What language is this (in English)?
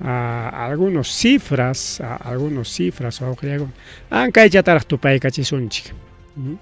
Ayacucho Quechua